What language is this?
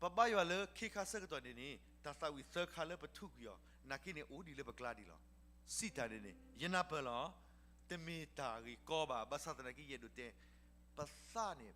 S'gaw Karen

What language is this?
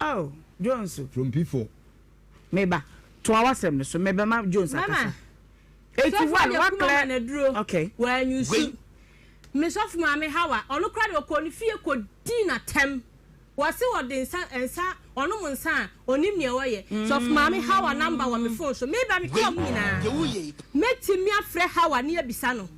Akan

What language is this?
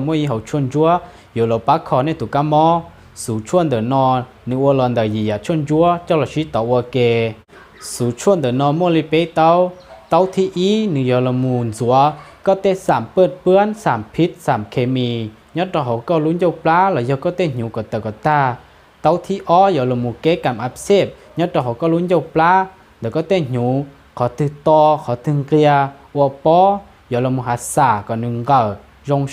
Hmong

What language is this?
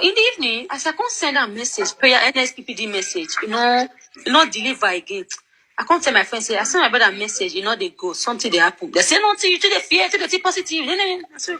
Nigerian Pidgin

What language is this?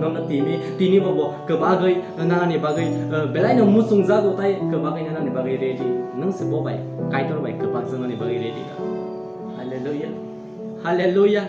Kok Borok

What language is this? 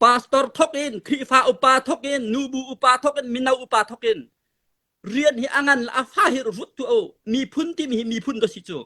Hakha Chin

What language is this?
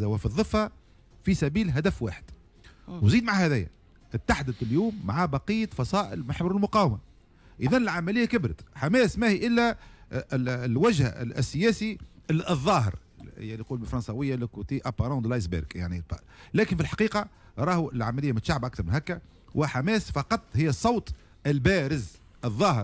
Tunisian Arabic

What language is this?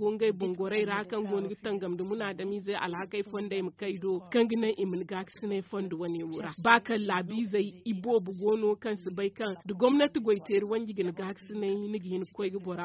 Zarma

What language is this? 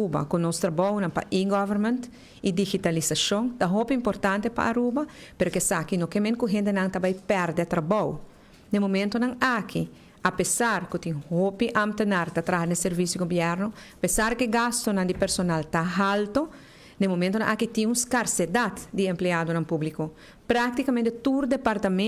Papiamento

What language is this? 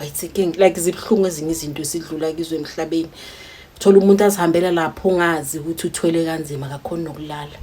Zulu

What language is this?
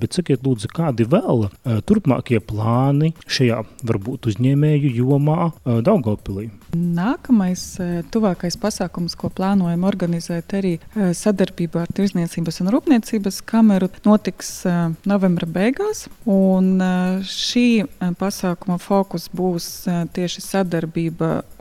Latvian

